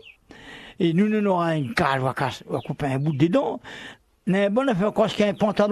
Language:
Réunion Creole French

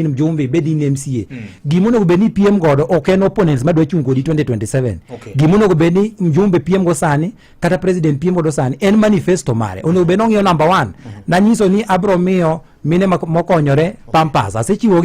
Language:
Luo (Kenya and Tanzania)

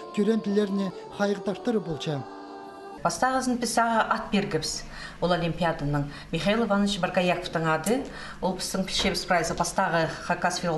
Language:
Khakas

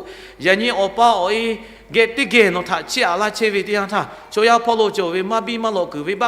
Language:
Lahu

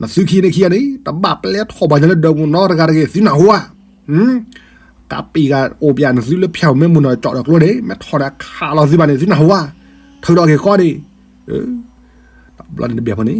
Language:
S'gaw Karen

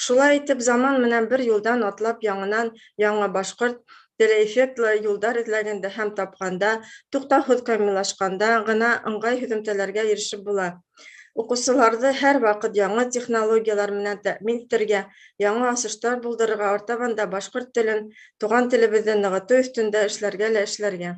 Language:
Bashkir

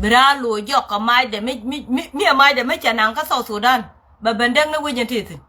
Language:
Nuer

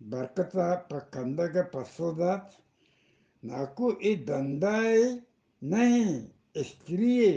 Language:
Eastern Balochi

